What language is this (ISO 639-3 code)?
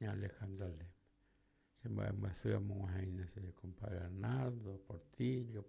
grn